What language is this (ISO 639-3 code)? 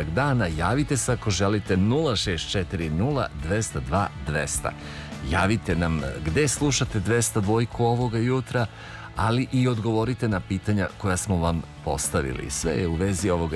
srp